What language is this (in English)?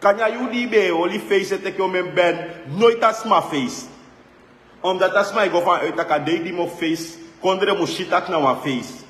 Sranan Tongo